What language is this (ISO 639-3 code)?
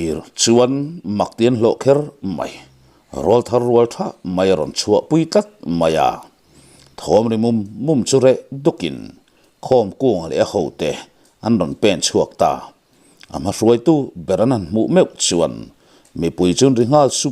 lus